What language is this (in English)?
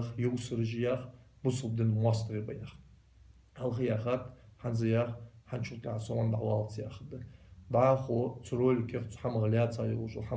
Ingush